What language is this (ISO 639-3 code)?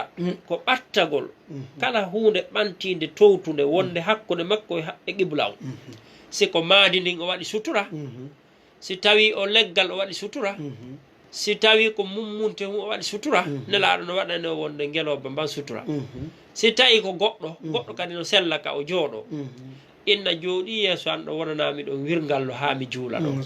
ful